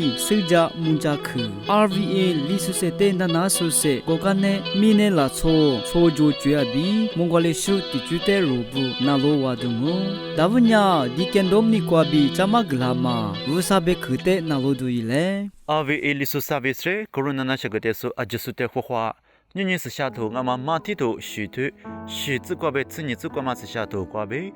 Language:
Lisu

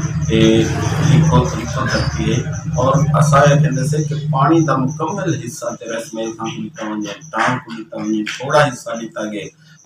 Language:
Saraiki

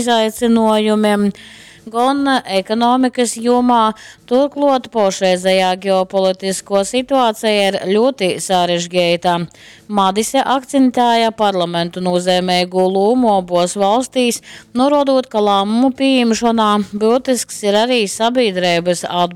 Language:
Latgalian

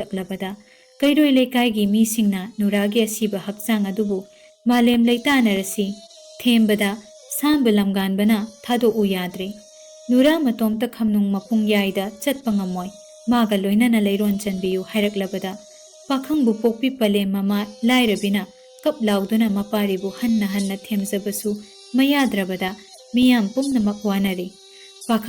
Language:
Manipuri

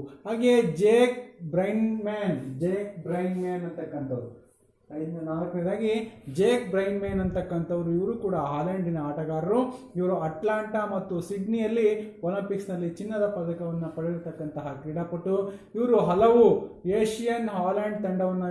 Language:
Kannada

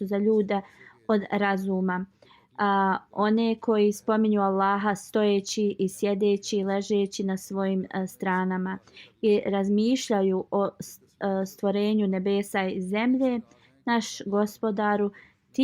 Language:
Bosnian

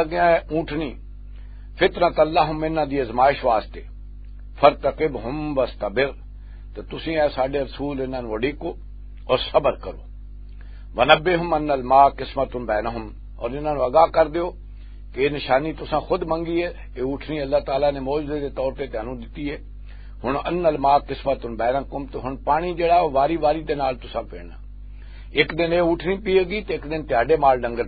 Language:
Western Panjabi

